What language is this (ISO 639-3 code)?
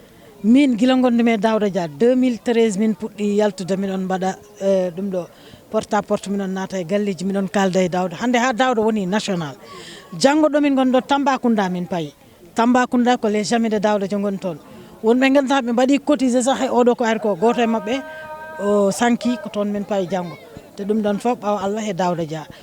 ful